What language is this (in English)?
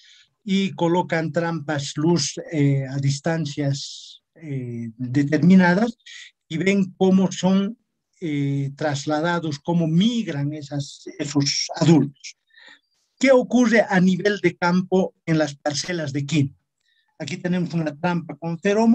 Spanish